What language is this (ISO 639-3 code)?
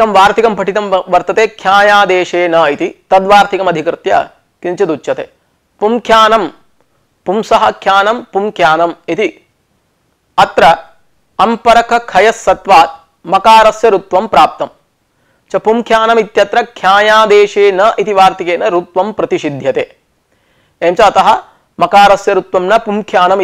san